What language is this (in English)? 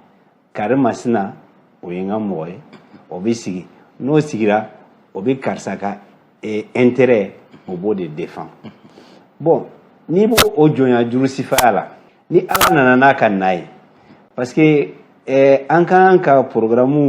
Bambara